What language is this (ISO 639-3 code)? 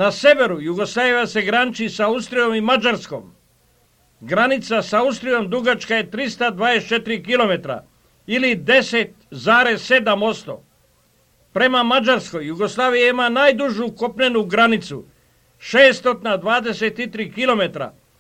srp